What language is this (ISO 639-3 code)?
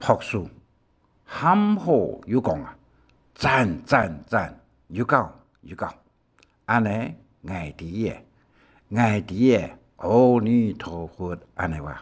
hak